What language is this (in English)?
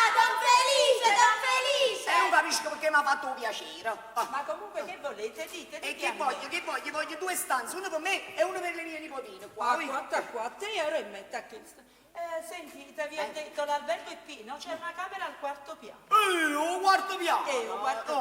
Neapolitan